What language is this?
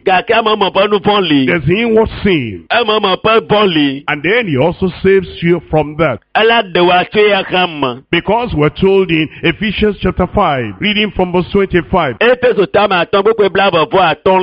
Ewe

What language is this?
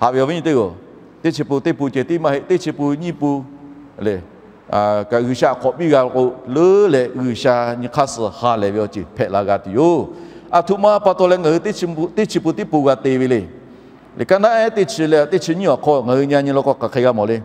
Lahu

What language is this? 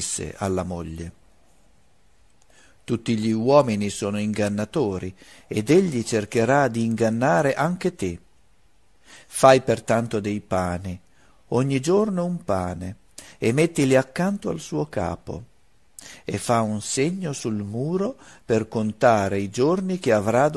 Italian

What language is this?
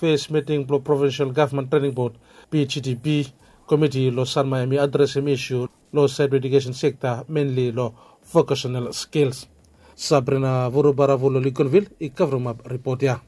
Bislama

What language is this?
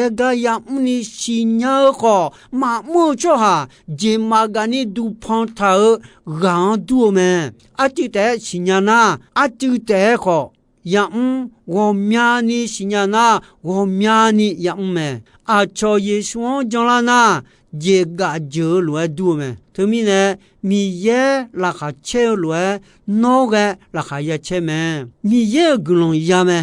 Akha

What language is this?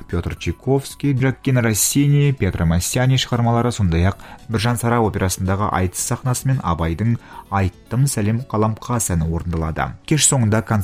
Kazakh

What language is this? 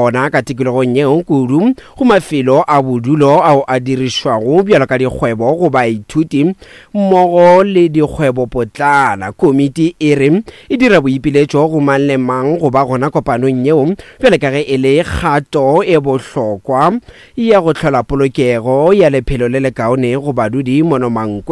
Northern Sotho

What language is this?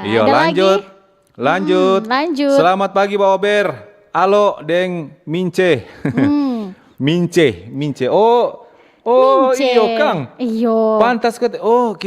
Manado Malay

